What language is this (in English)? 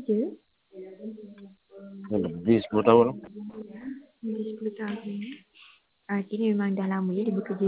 Malay